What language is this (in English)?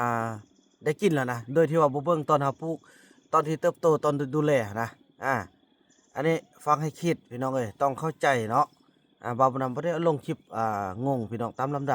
Lao